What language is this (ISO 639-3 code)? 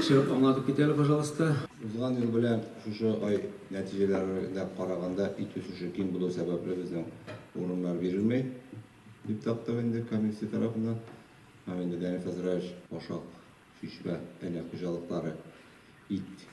tat